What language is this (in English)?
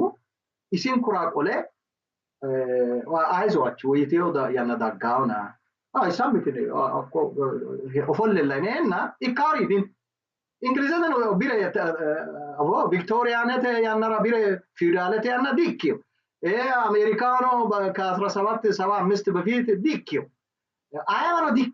Sidamo